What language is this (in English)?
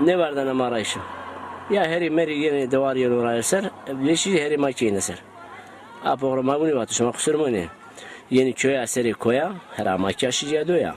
Zaza